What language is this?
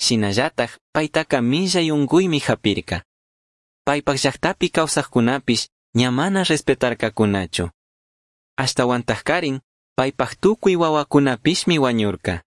Chimborazo Highland Quichua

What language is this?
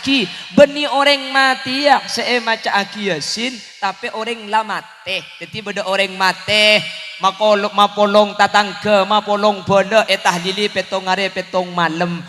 Madurese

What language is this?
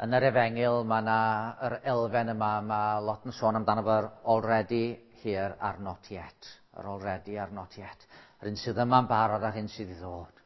Welsh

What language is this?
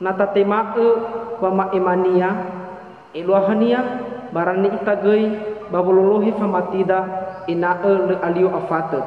Nias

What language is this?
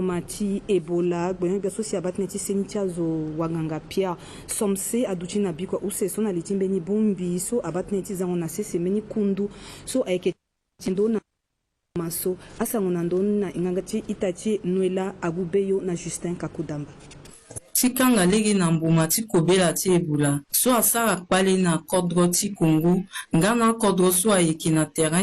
Sango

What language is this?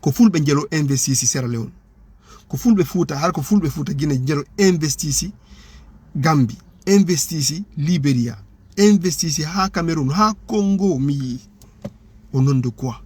Fula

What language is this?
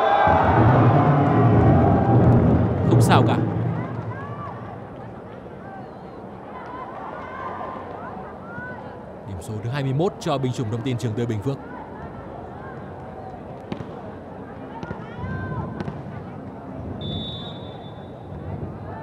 Vietnamese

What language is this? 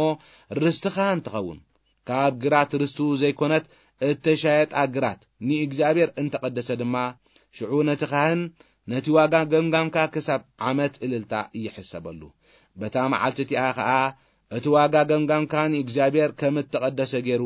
Tigrinya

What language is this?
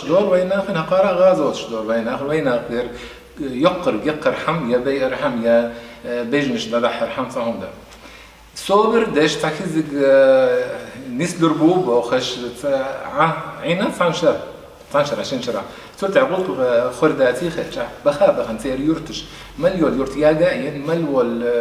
Chechen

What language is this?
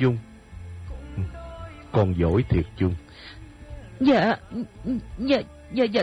Vietnamese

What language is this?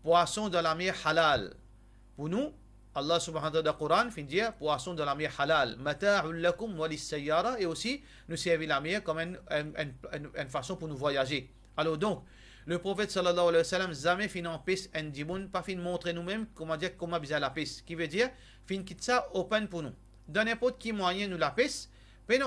Morisyen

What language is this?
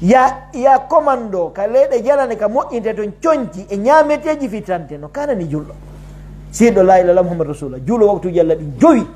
Pular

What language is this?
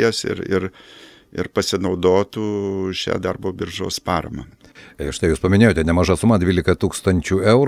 Lithuanian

